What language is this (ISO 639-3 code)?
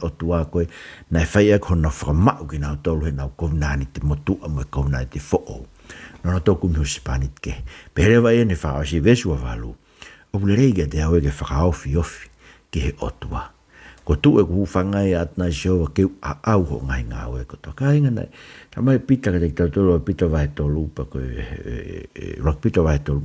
ton